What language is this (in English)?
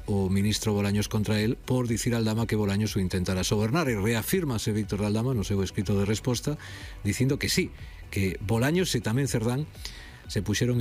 Galician